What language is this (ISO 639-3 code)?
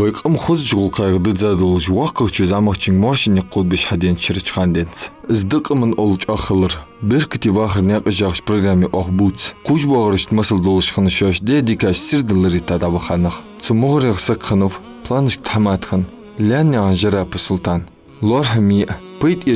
inh